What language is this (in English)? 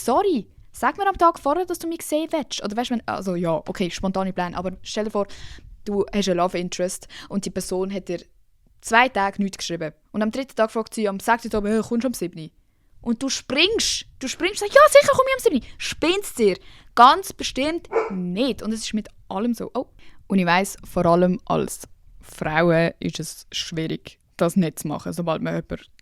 Swiss German